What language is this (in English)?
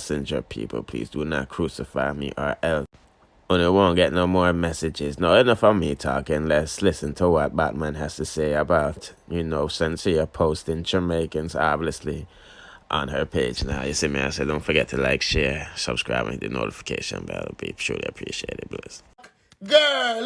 Jamaican Creole English